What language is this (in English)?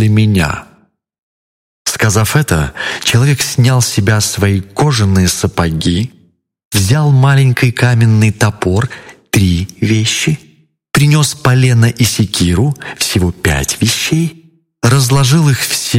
Russian